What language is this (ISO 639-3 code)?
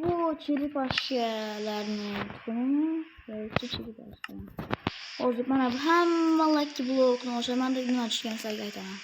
uzb